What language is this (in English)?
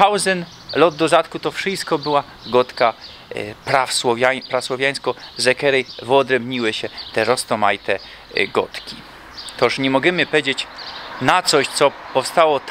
Silesian